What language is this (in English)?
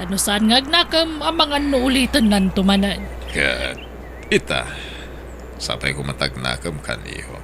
Iloko